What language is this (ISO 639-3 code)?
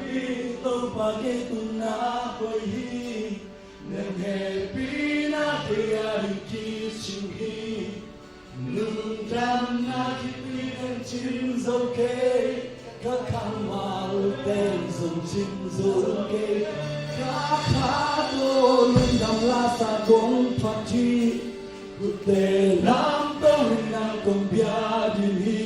ctd